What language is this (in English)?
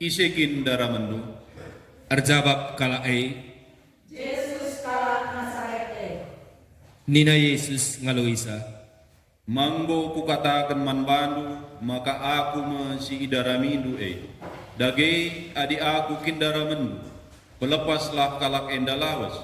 Batak Karo